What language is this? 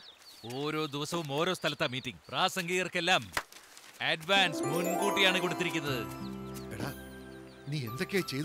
Malayalam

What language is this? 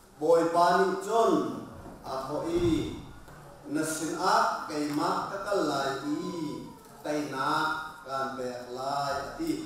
Hakha Chin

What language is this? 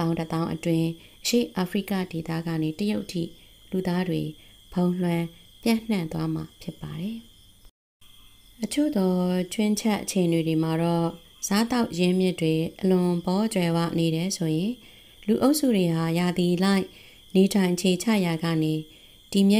Burmese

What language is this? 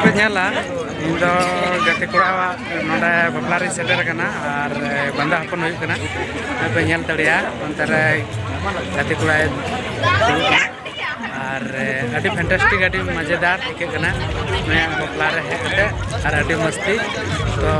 Santali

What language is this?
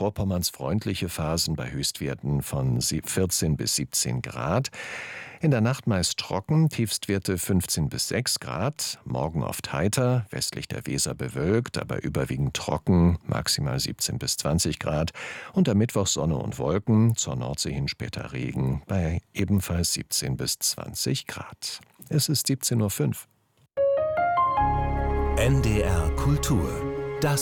German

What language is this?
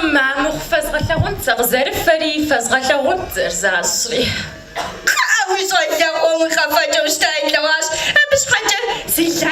Kabardian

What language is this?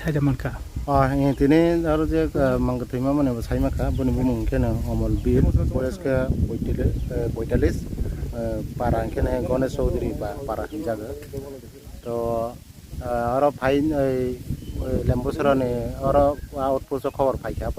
Kok Borok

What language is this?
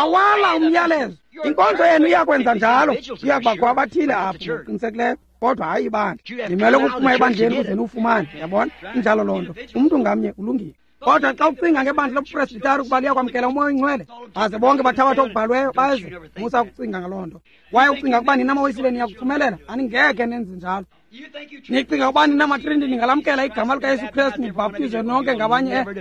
Xhosa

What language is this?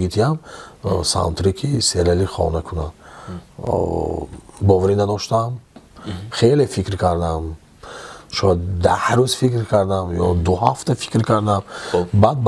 Tajik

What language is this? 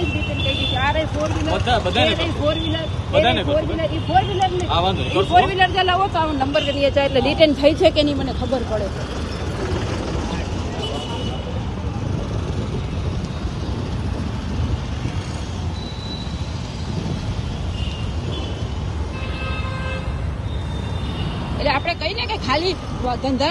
Gujarati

